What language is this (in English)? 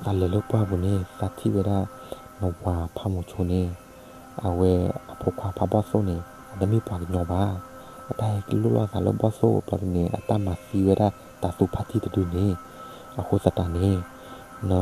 S'gaw Karen